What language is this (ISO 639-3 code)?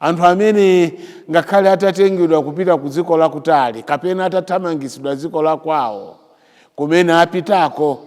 nya